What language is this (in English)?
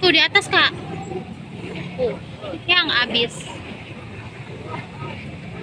Indonesian